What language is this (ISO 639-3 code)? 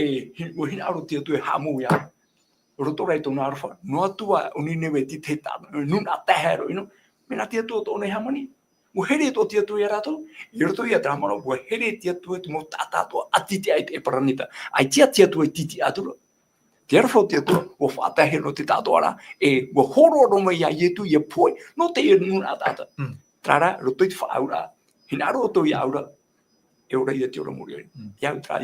tah